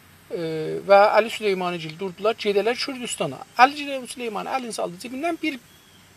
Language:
South Azerbaijani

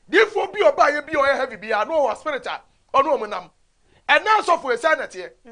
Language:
Akan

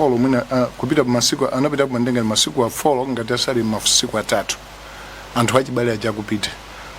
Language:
Nyanja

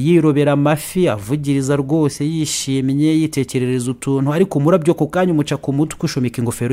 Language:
Kinyarwanda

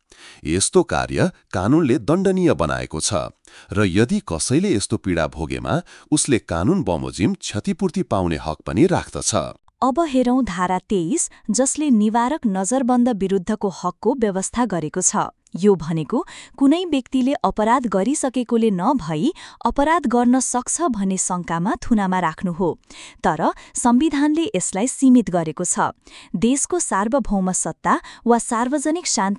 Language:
Nepali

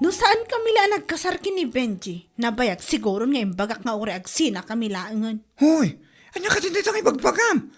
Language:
Iloko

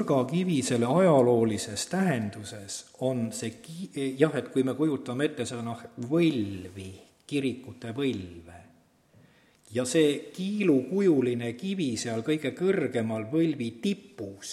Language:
Estonian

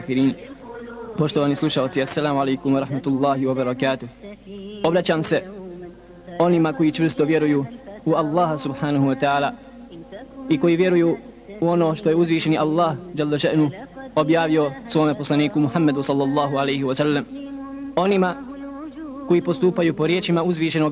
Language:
Bosnian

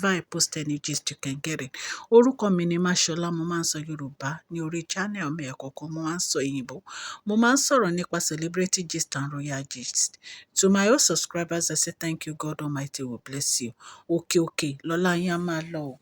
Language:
Yoruba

